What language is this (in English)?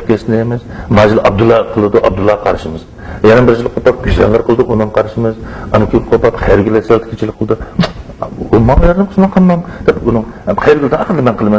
Uyghur